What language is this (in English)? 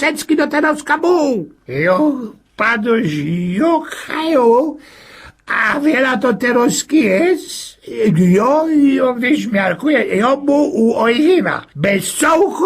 Silesian